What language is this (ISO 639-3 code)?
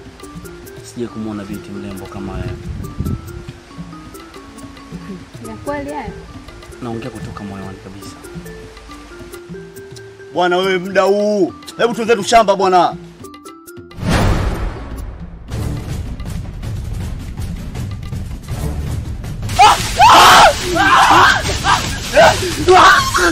swa